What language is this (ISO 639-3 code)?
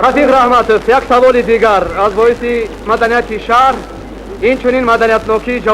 tgk